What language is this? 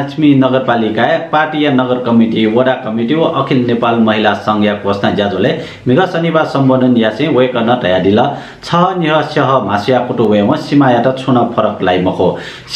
Newari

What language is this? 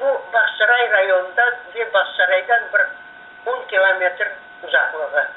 Crimean Tatar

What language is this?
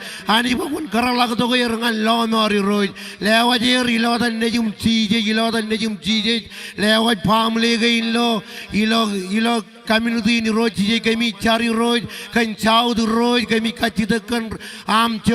Marshallese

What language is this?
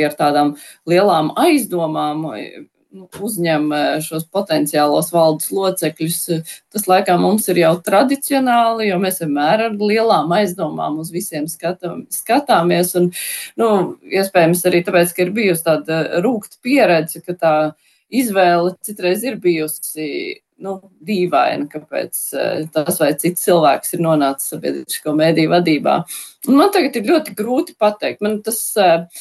Latvian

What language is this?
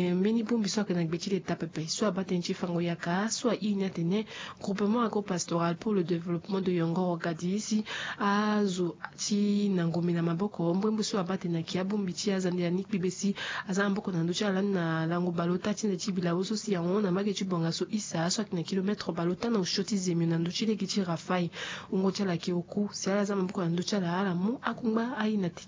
Sango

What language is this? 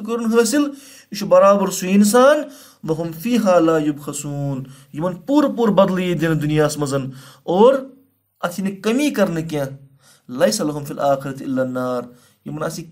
Kashmiri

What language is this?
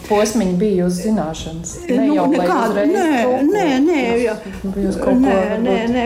Latvian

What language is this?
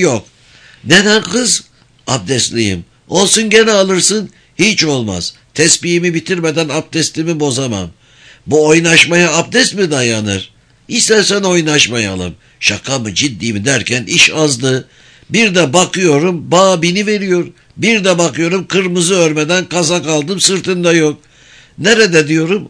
Turkish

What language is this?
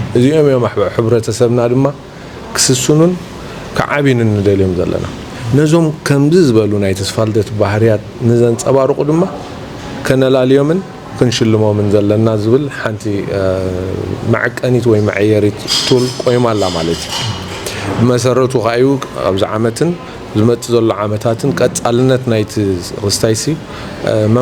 Tigrinya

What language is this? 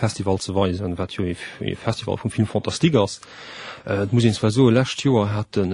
Luxembourgish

